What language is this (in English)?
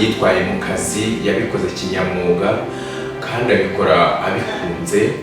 Kinyarwanda